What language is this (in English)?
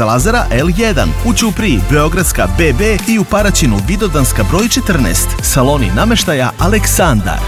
Serbian